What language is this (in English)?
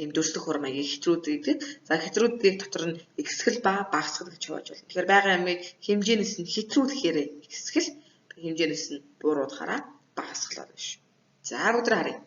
Mongolian